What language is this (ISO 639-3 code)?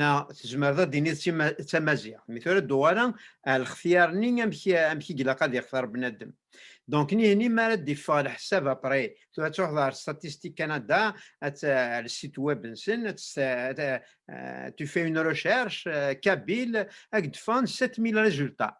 kab